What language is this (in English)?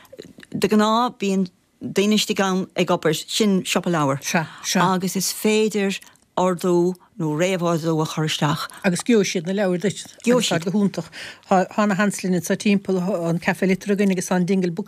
Irish